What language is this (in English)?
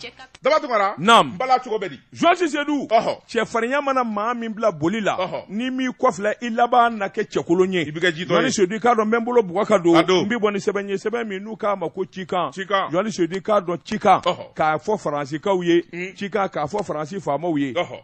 Bambara